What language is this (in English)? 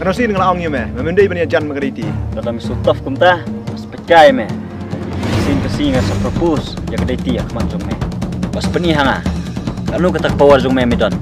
Khasi